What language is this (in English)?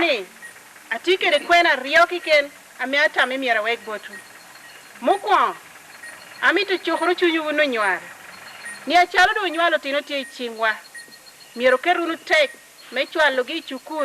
Lango (Uganda)